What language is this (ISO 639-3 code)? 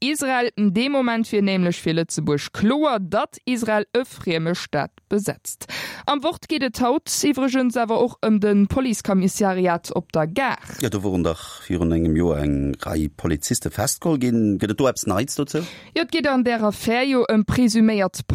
ltz